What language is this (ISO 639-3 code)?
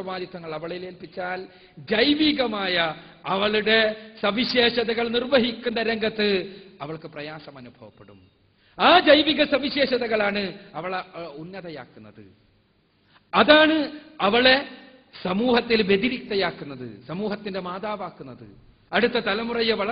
mal